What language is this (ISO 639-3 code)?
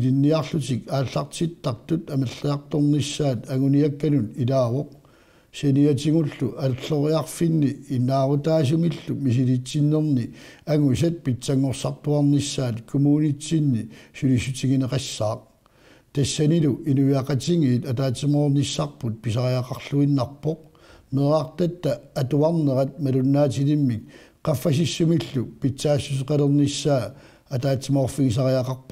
kal